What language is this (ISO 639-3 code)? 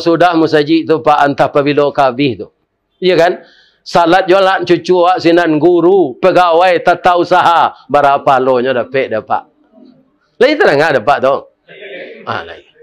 min